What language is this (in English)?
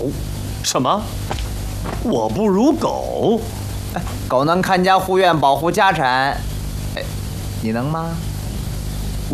Chinese